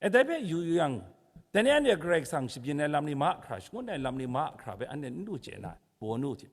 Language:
Kachin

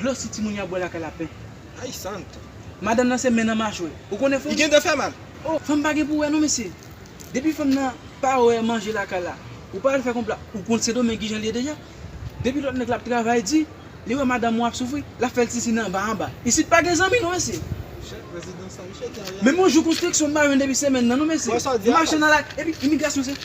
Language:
Haitian Creole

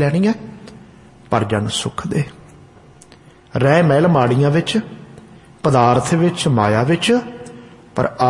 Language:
Punjabi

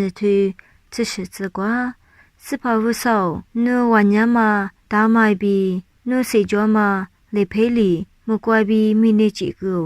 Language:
Lisu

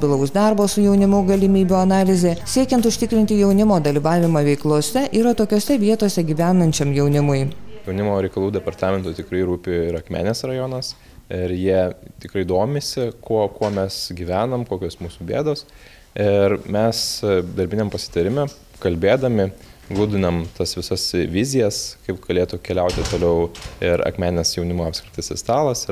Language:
Lithuanian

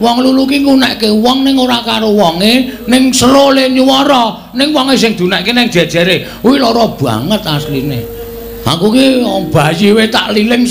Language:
Javanese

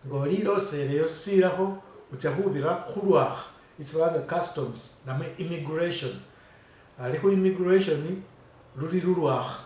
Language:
Masaaba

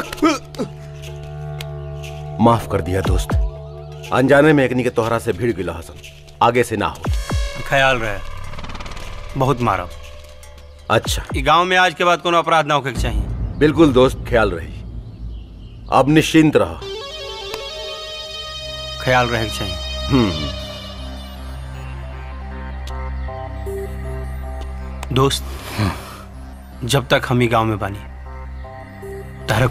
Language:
Bhojpuri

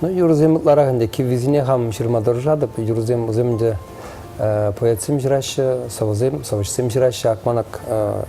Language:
Chuvash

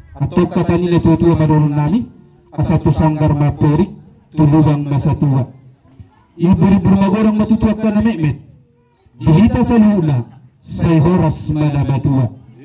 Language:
Batak Toba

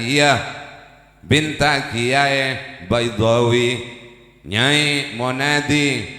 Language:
Madurese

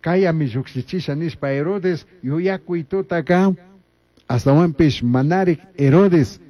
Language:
Chimborazo Highland Quichua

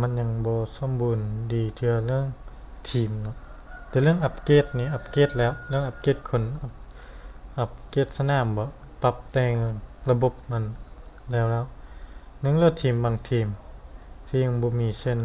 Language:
Lao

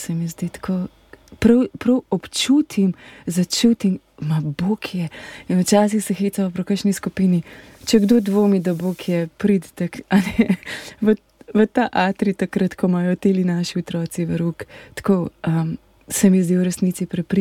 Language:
Slovenian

